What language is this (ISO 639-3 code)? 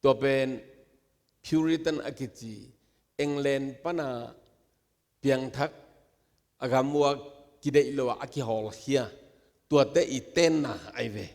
ctd